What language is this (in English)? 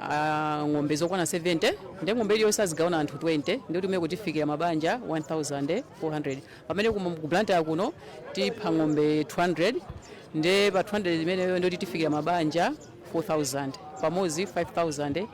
Nyanja